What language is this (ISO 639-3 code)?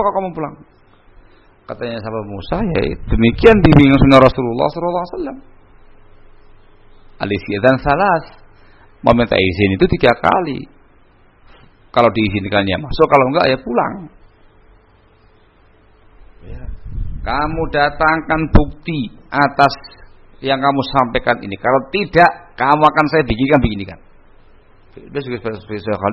ind